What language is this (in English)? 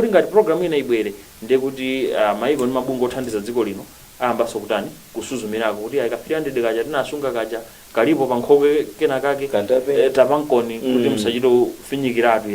Nyanja